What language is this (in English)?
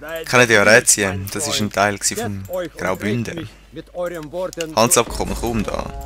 Swiss German